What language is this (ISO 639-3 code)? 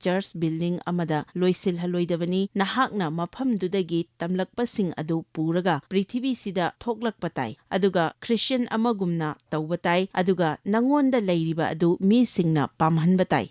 mni